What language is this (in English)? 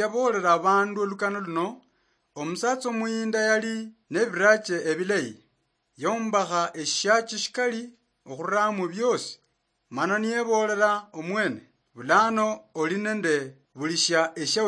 Luyia